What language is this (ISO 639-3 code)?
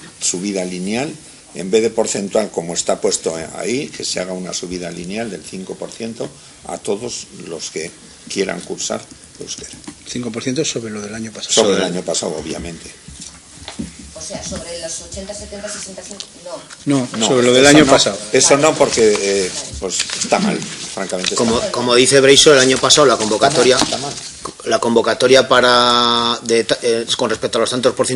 spa